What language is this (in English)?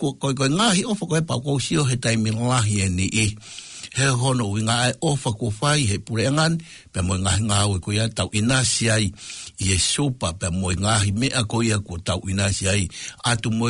Tongan